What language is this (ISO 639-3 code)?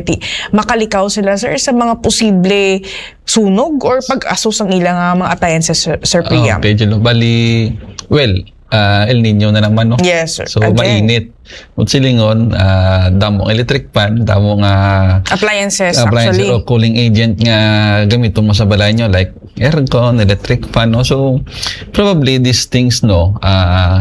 hil